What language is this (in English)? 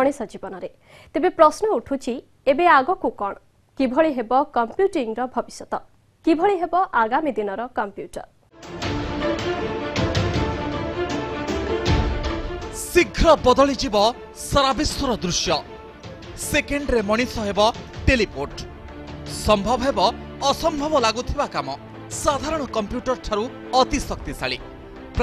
Odia